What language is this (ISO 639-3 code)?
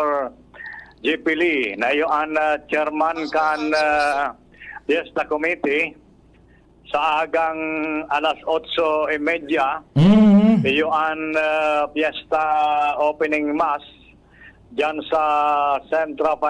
bik